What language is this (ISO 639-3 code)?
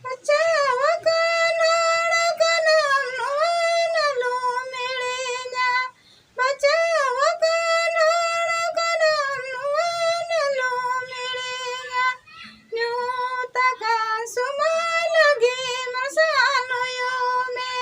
sat